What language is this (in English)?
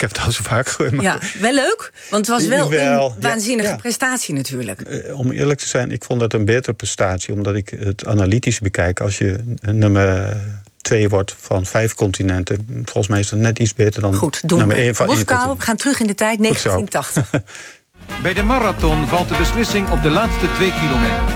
Dutch